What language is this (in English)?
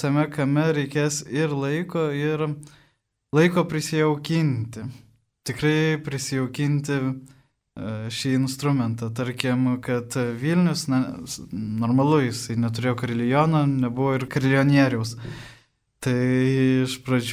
Lithuanian